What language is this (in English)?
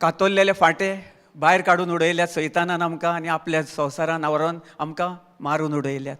Konkani